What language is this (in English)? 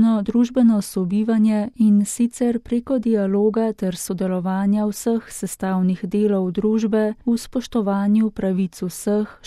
Slovenian